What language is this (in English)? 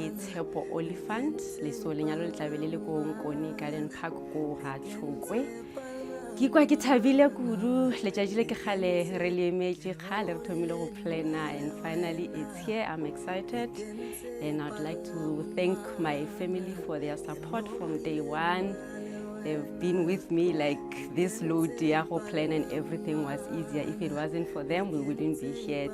Northern Sotho